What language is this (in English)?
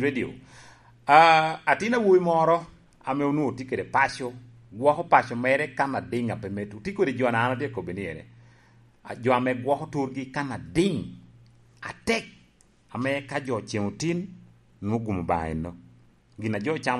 Lango (Uganda)